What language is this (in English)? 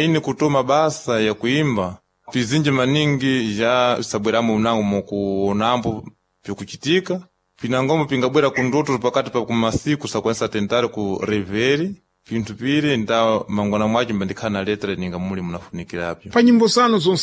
Sena